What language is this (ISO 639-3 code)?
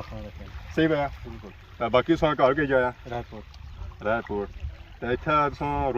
phr